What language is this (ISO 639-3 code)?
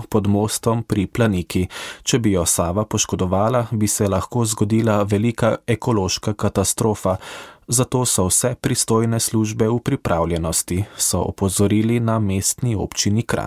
slv